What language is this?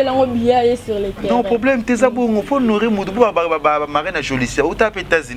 Lingala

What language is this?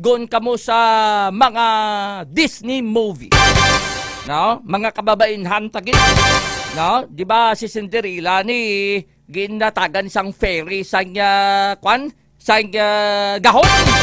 Hiligaynon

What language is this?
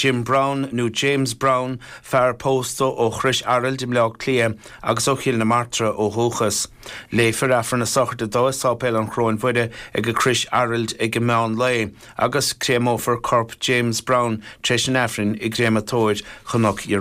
Irish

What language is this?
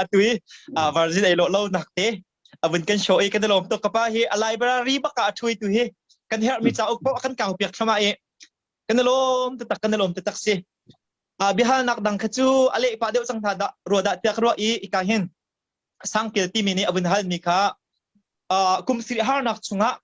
Hakha Chin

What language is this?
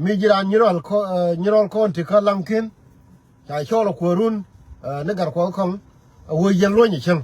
Nuer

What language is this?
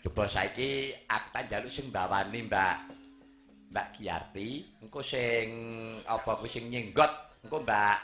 Javanese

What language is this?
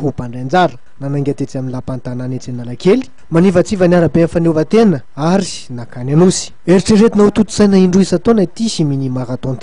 Malagasy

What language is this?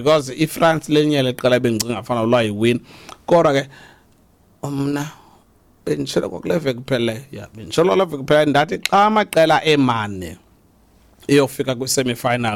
Xhosa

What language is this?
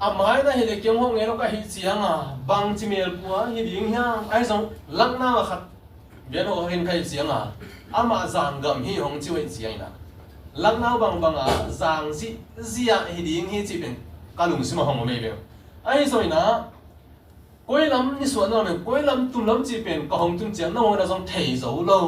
Tedim Chin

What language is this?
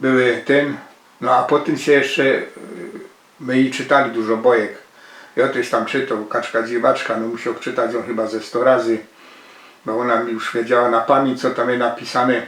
Silesian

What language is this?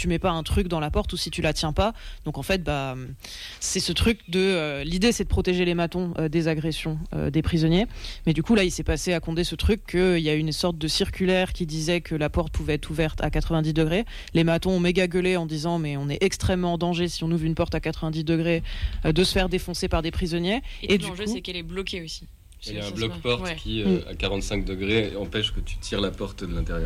French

